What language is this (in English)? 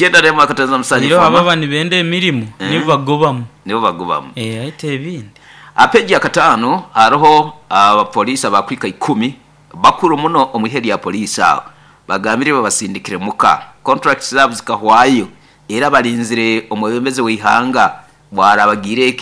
Nyoro